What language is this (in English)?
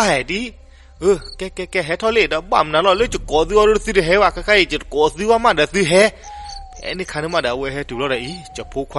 S'gaw Karen